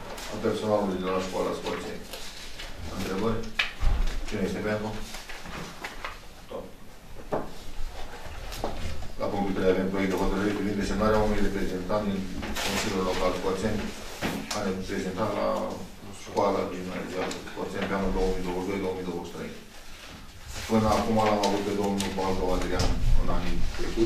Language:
Romanian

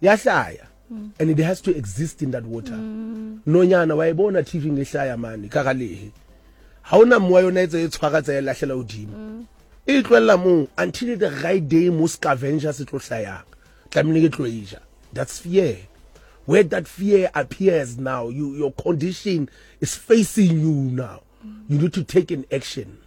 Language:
Southern Sotho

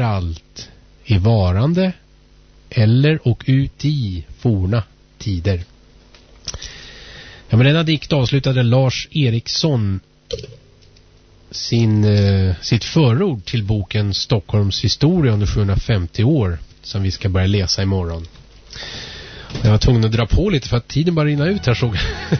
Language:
Swedish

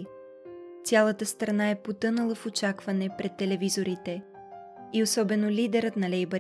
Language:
Bulgarian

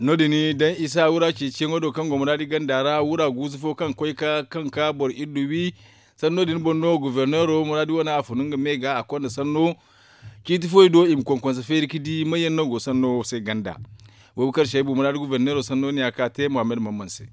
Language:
Zarma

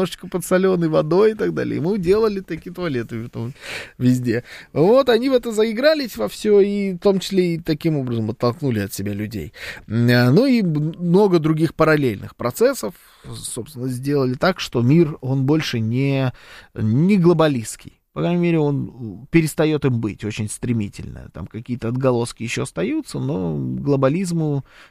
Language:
Russian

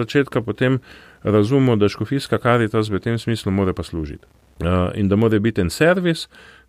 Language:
Slovenian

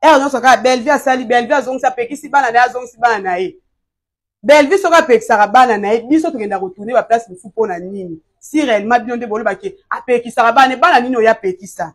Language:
Lingala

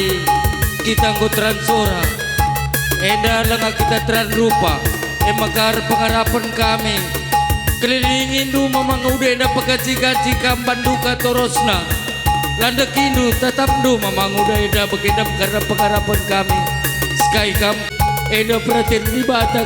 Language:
Batak Karo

